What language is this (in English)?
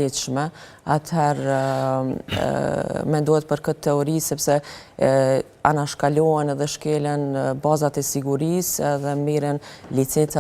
Albanian